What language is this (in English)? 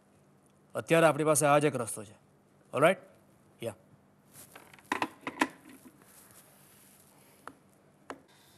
Gujarati